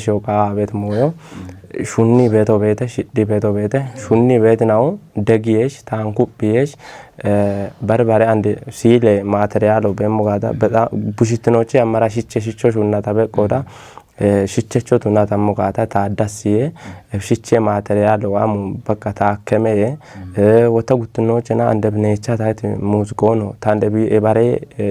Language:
Kafa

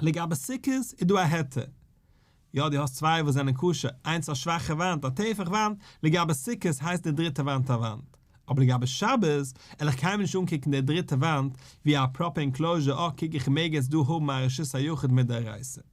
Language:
Yiddish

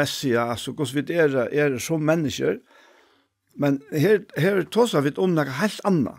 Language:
Faroese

